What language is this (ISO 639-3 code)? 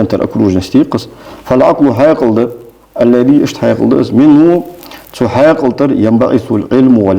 inh